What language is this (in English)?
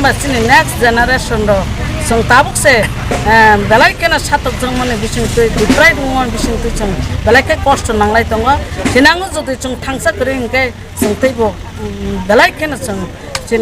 Kok Borok